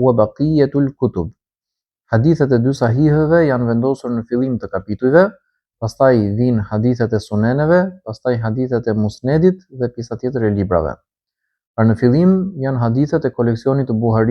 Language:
Albanian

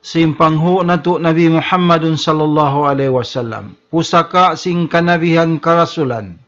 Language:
Tausug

